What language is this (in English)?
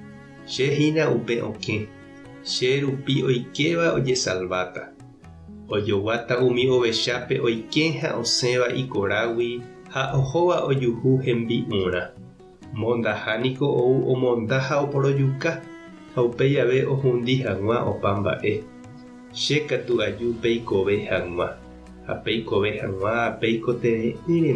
Guarani